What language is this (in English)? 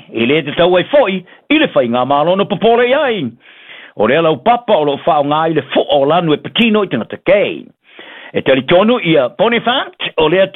Samoan